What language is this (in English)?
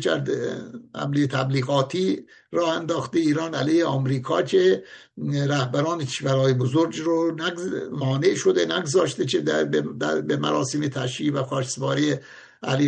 Persian